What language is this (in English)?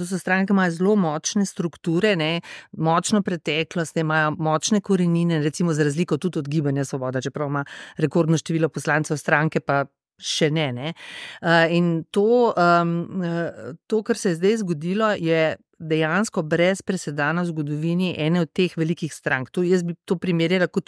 Slovenian